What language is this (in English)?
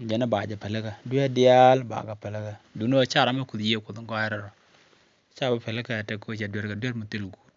Nuer